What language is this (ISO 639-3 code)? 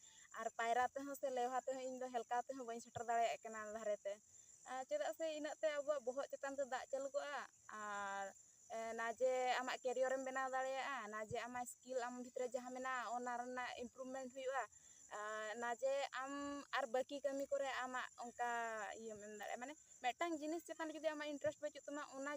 sat